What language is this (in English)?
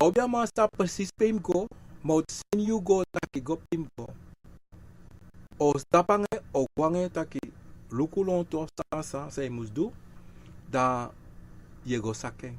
Sranan Tongo